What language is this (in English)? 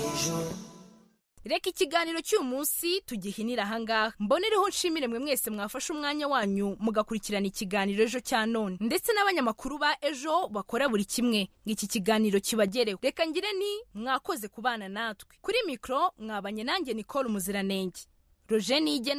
Kinyarwanda